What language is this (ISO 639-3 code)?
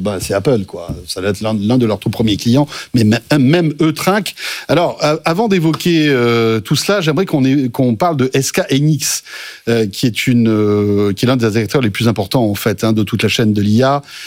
fra